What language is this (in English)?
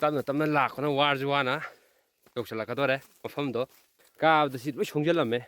Manipuri